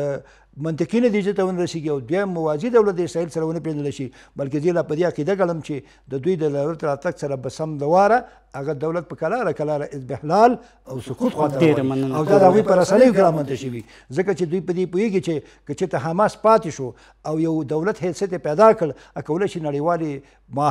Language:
Pashto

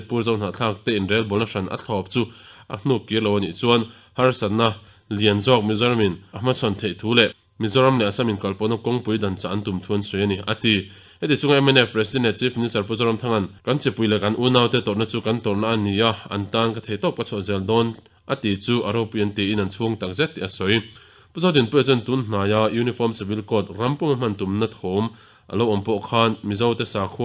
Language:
Mizo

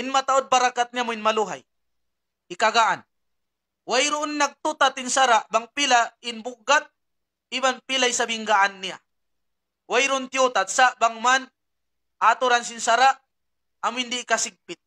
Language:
Tausug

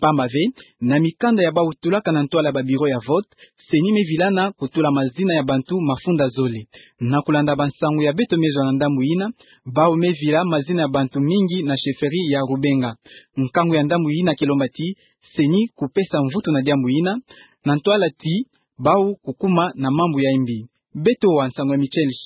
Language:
Kituba (Democratic Republic of Congo)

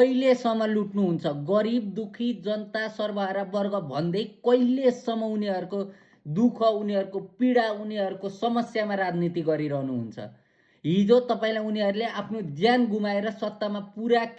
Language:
Nepali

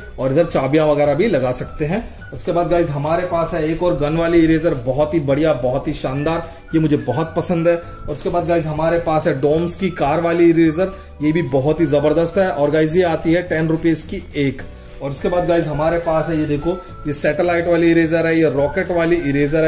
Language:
Hindi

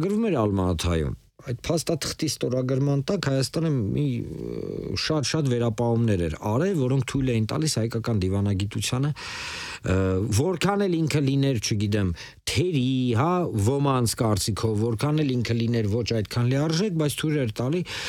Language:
Armenian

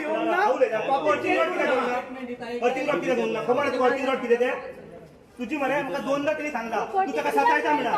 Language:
Konkani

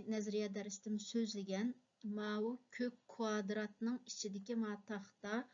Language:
Uyghur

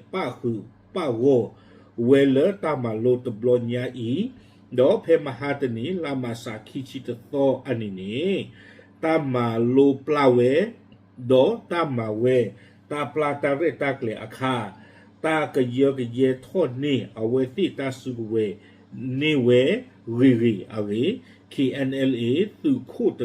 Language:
S'gaw Karen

